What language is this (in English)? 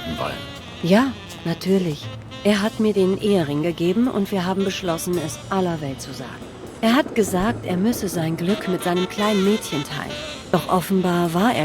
Swiss German